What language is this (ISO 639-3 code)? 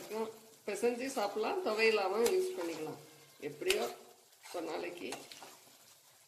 tam